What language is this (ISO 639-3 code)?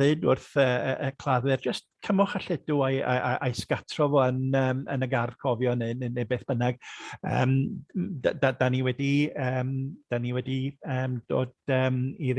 cym